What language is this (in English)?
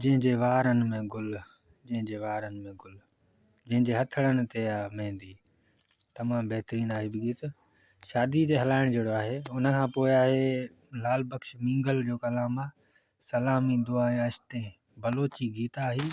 Sindhi